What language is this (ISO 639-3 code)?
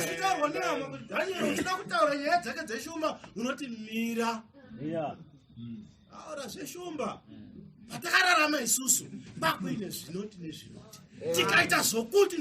sna